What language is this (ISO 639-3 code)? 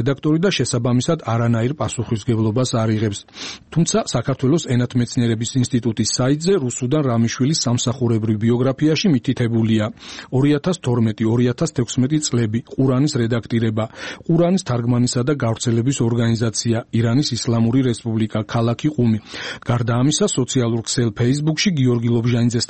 kat